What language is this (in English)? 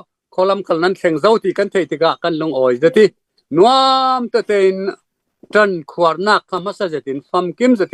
Falam Chin